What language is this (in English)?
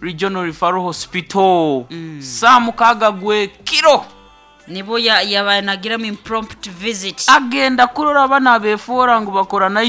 Nyankole